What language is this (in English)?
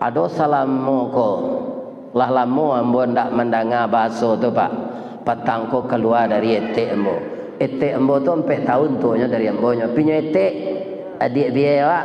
Minangkabau